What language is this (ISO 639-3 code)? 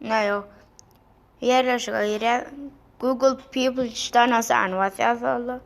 tuk